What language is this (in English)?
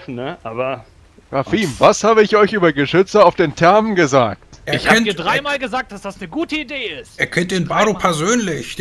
German